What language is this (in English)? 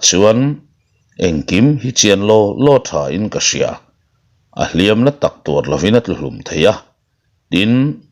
Mizo